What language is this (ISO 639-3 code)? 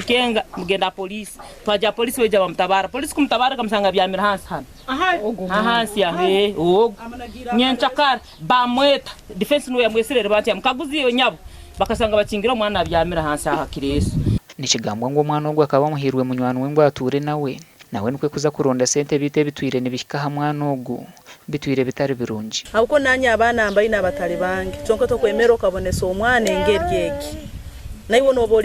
nyn